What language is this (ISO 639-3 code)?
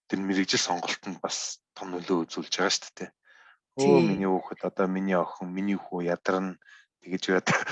mon